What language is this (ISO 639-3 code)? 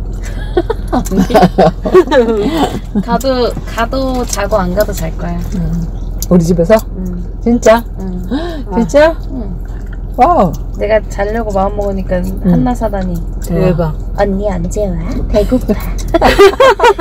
kor